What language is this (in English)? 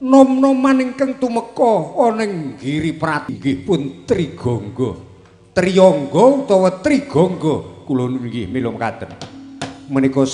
Javanese